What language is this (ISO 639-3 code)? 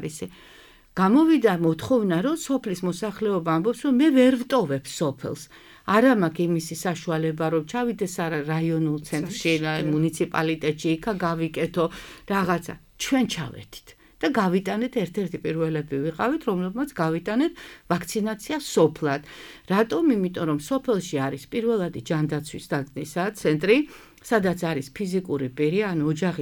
kat